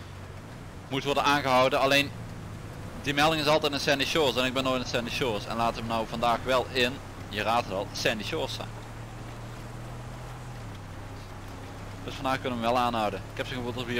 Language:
Dutch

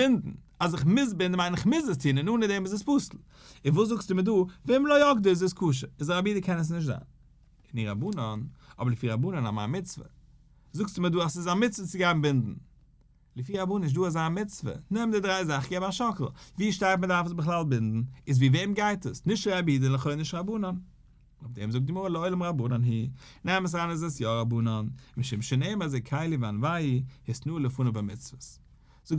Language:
Yiddish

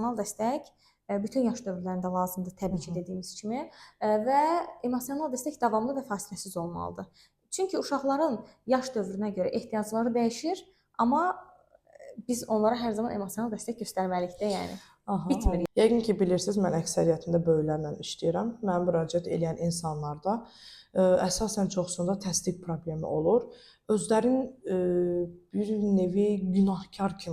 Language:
Azerbaijani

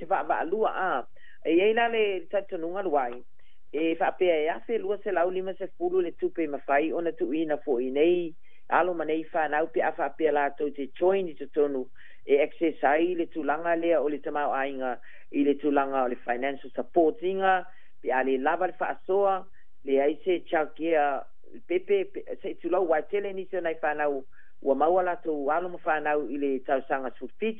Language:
Samoan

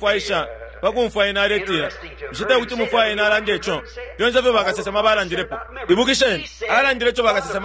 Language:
Bemba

